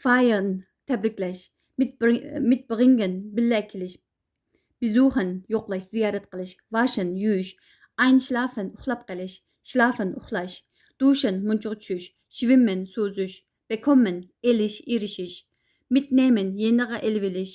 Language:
Uyghur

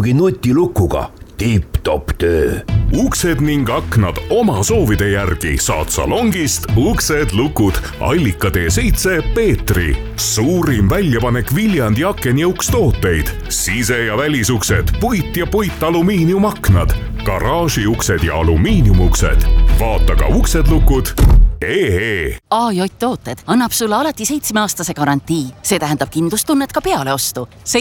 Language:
Estonian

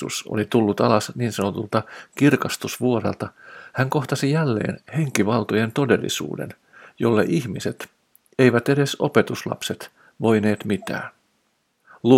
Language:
Finnish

